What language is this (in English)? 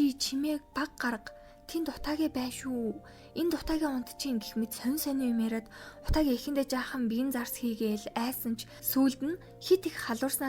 Mongolian